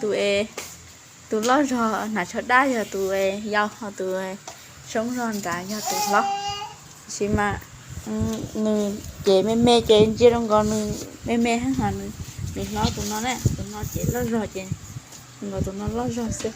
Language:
Hmong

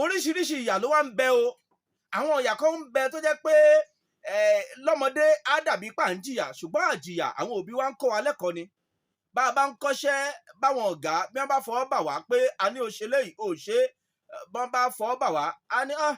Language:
Yoruba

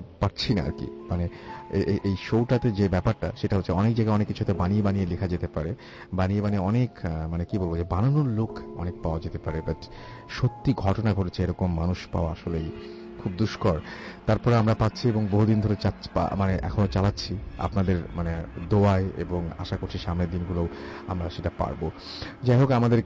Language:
Bangla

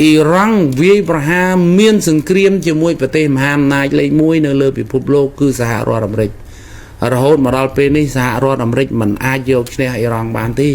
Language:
Khmer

